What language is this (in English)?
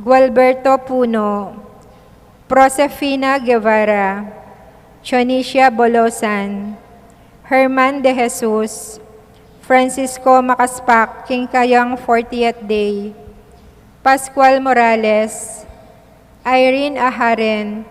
Pampanga